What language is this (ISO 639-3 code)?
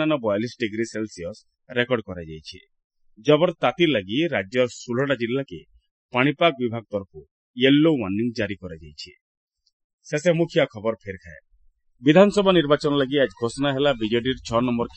ori